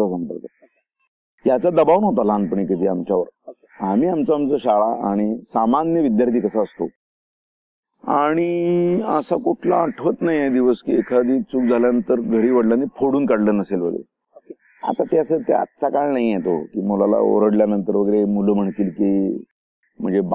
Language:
Marathi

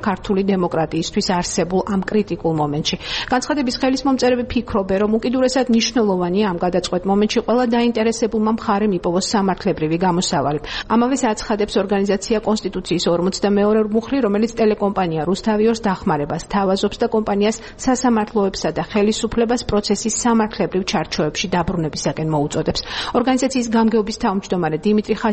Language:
Georgian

